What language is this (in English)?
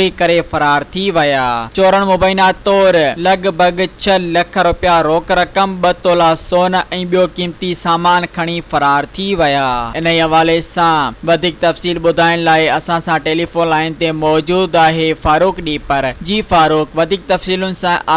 Sindhi